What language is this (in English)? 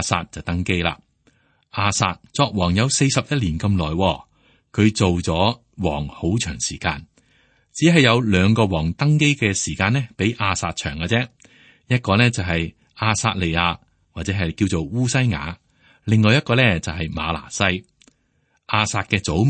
Cantonese